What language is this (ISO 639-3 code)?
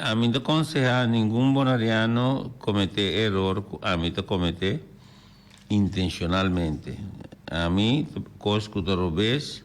pap